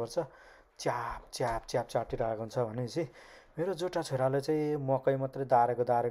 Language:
Nepali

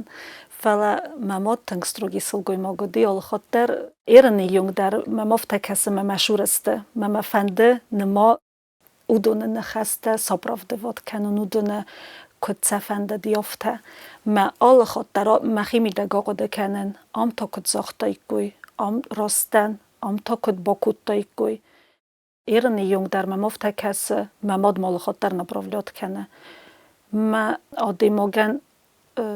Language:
Ossetic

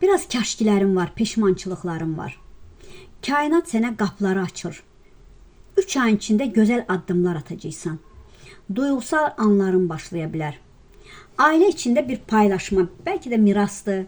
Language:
Azerbaijani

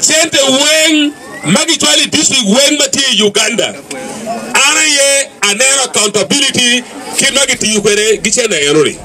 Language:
Acoli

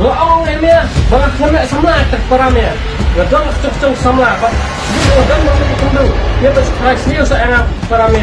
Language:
Khasi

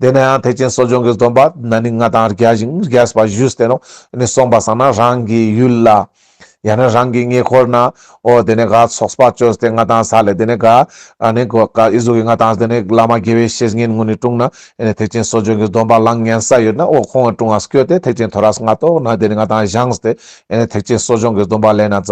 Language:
Ladakhi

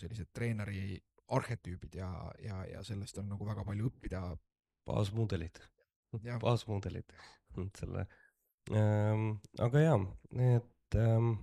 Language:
Estonian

